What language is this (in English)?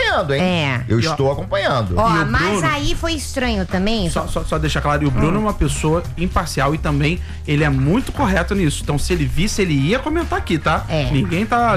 Portuguese